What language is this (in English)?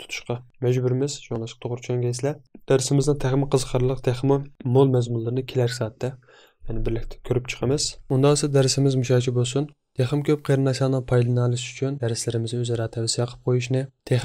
Uyghur